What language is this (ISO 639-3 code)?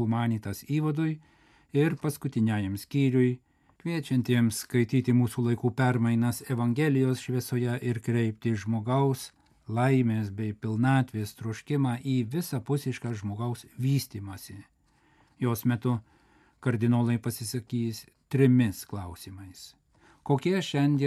lit